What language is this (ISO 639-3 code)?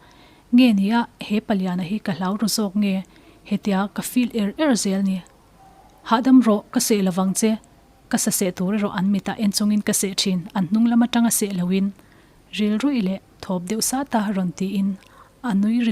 lus